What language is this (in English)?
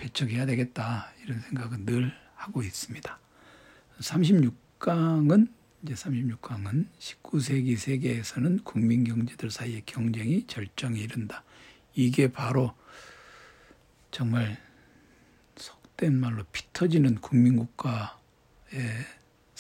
Korean